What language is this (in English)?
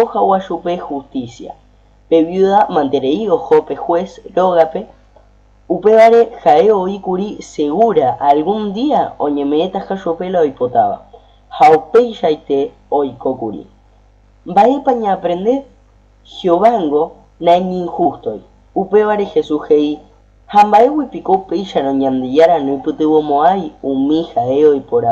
Guarani